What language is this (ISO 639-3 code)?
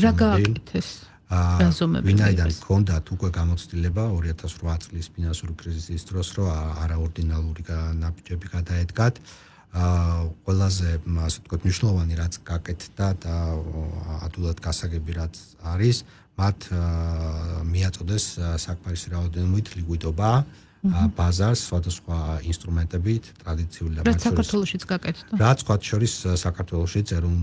kat